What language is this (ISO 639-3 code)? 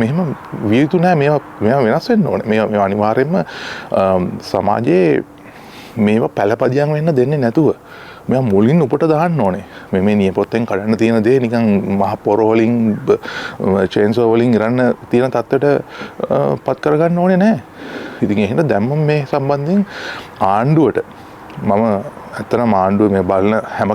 sin